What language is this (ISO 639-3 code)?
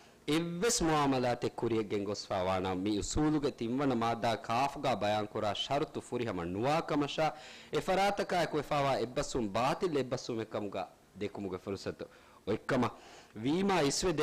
div